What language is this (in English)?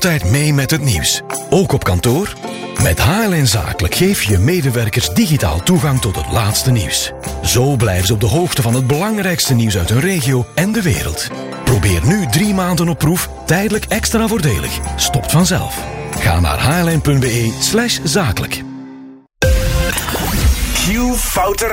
Dutch